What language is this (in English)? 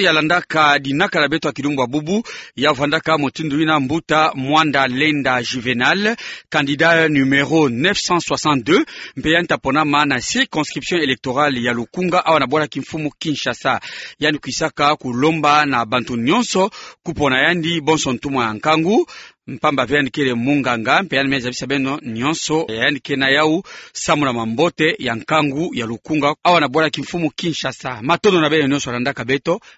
Kituba (Democratic Republic of Congo)